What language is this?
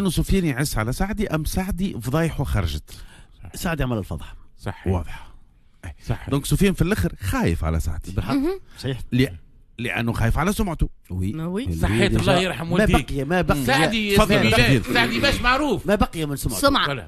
Tunisian Arabic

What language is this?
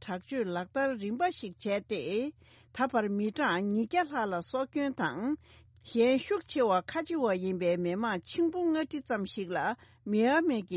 Tibetan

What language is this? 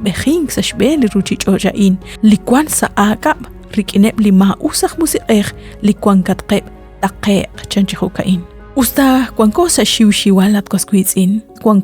Kekchí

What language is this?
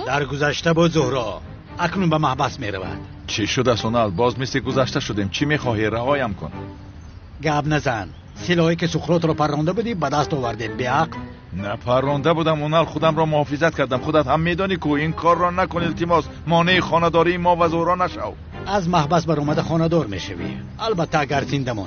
Tajik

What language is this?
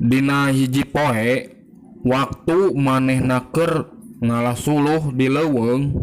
Sundanese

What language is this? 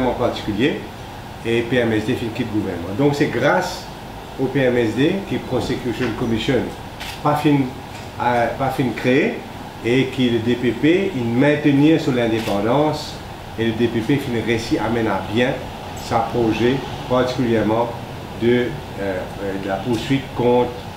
Morisyen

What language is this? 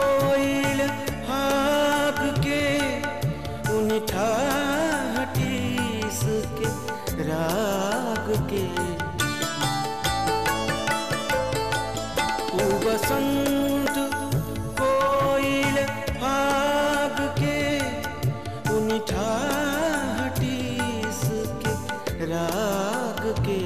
Bhojpuri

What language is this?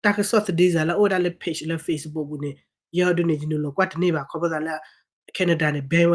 S'gaw Karen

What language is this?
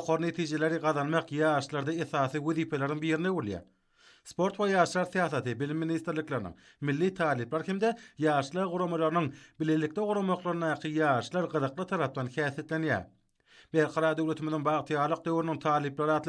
Turkmen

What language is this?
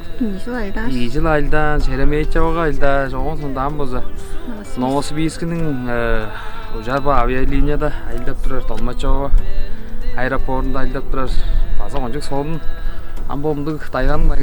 Tuvinian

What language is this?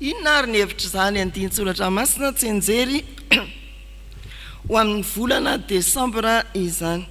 Malagasy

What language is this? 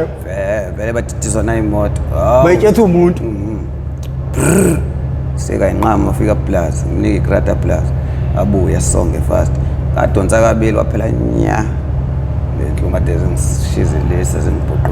Zulu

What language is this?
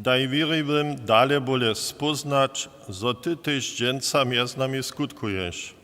Upper Sorbian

